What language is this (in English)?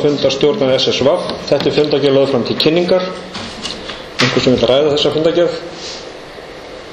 Icelandic